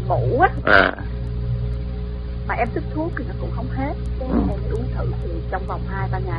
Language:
Vietnamese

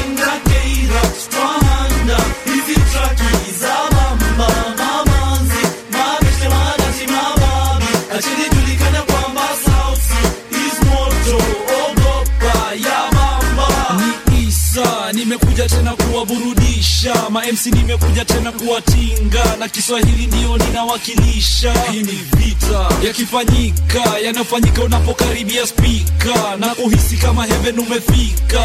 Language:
Swahili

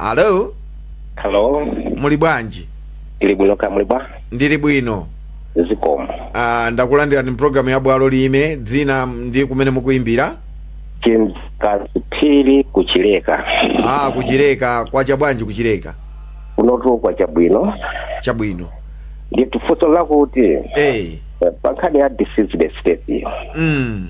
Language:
Nyanja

